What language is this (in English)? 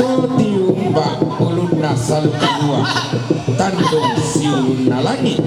Toraja-Sa'dan